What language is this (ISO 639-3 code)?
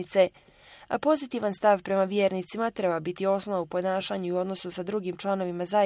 bos